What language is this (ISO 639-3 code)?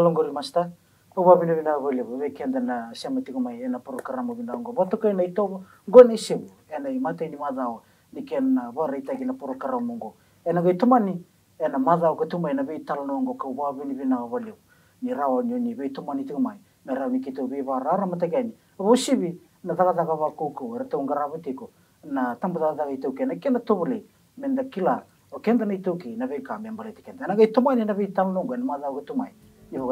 fij